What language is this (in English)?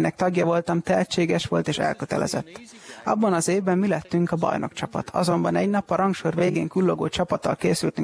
Hungarian